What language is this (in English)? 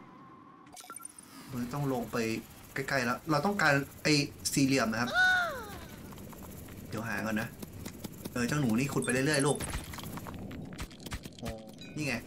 Thai